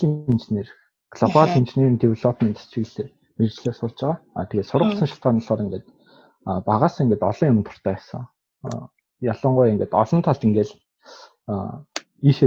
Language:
Mongolian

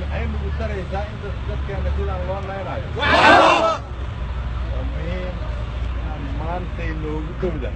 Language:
Somali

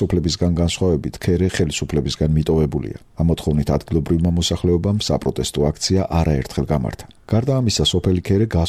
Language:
Georgian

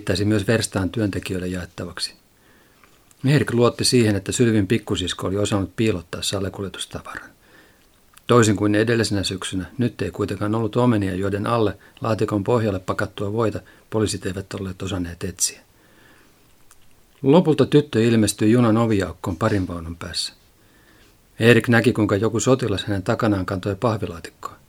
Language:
Finnish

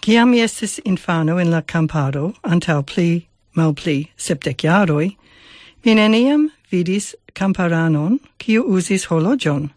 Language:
Esperanto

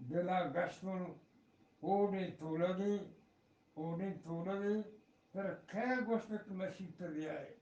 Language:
Eastern Balochi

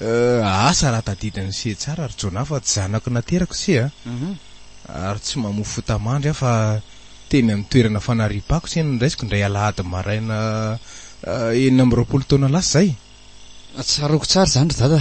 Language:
Malagasy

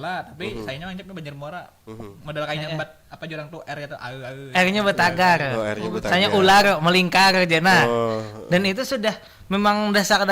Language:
Banjar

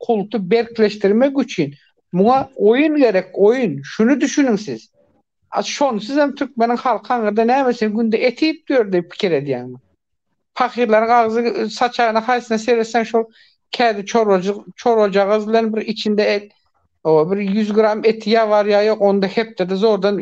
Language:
Turkmen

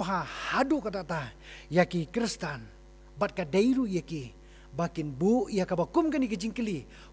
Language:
Khasi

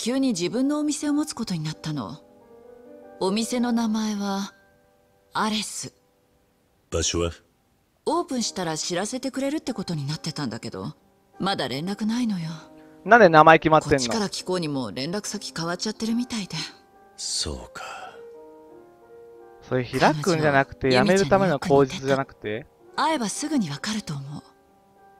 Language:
Japanese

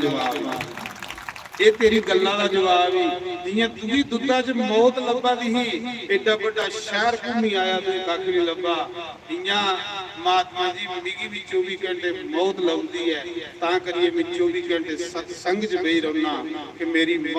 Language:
Dogri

